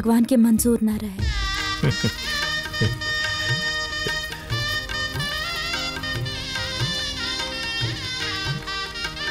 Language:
Bhojpuri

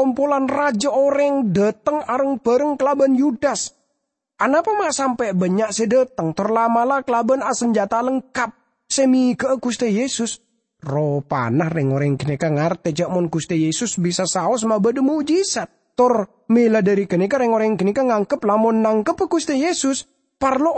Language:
Madurese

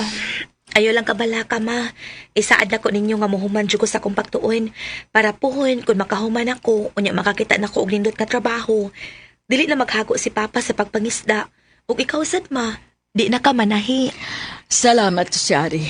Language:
Cebuano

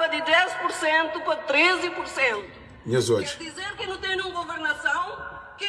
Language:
Kabuverdianu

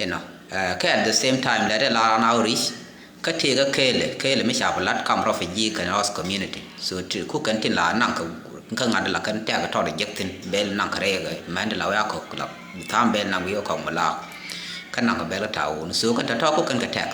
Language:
Nuer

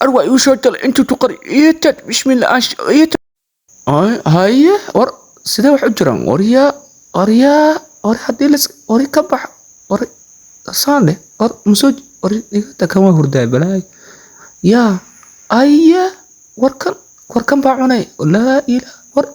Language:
Somali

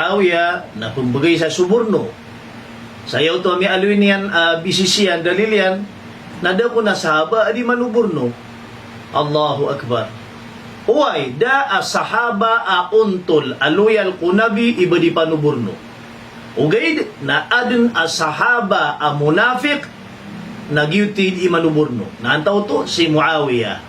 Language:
Maranao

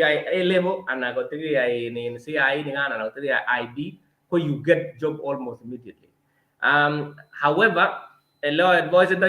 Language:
Kalenjin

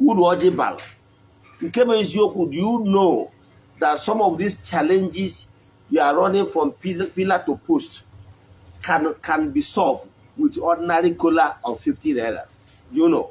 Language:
Igbo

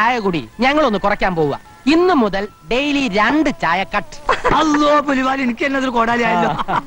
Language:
Malayalam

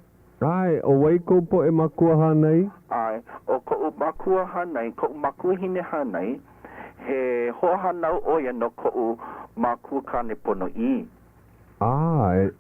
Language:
Hawaiian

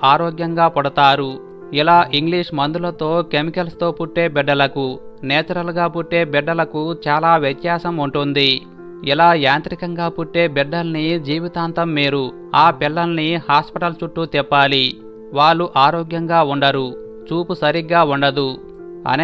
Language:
Telugu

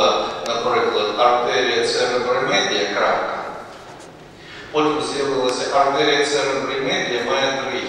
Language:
Ukrainian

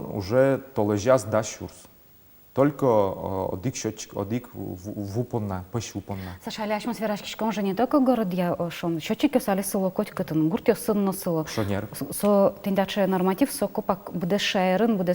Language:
Udmurt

